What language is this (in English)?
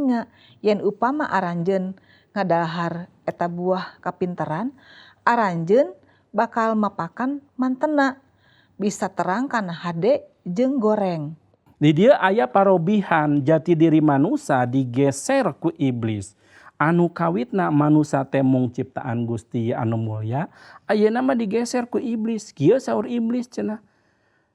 Sundanese